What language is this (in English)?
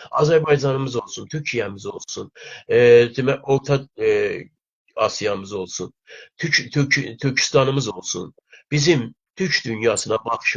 South Azerbaijani